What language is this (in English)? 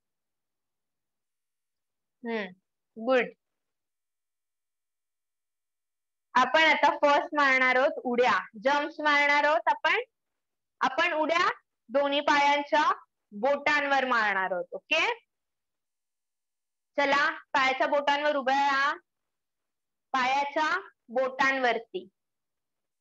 Marathi